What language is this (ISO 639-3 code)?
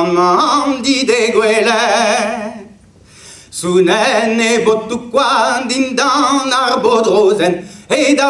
bre